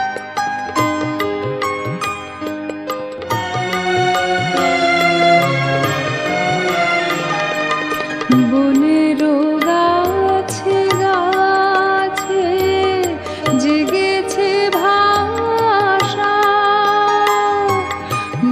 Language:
Bangla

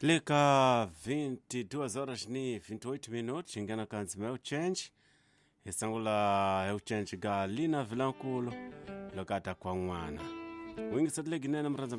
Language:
Tsonga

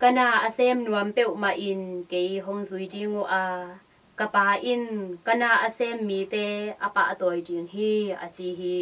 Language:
Tedim Chin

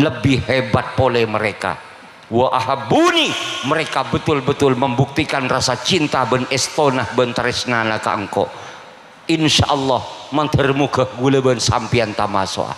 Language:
Madurese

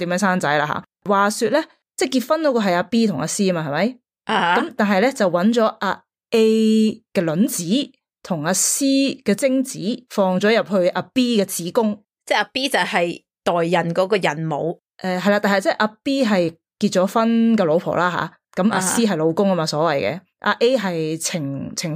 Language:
Cantonese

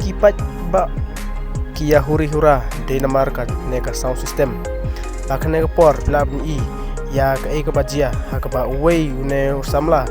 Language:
Khasi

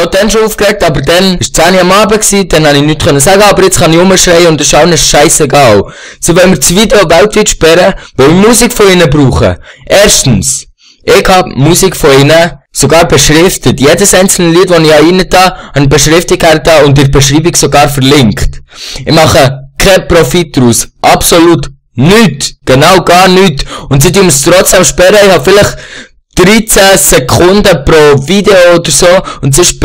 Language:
Swiss German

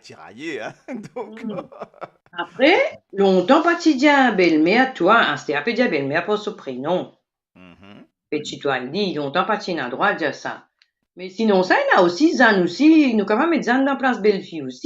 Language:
Morisyen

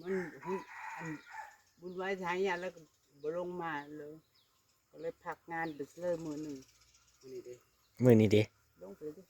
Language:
Northeastern Thai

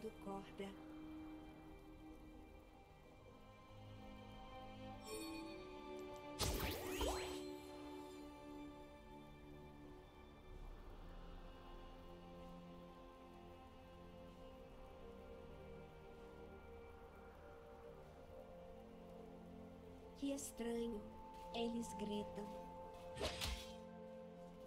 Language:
Portuguese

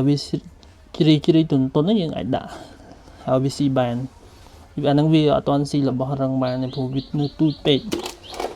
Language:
Khmer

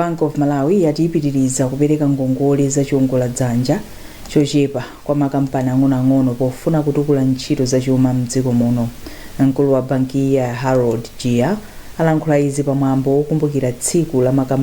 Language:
Nyanja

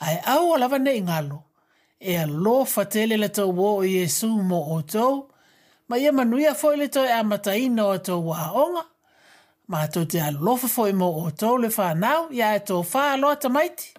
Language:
Samoan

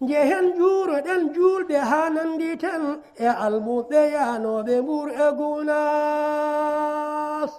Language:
Fula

